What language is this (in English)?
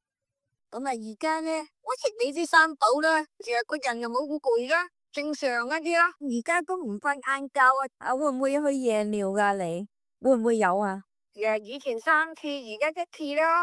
Cantonese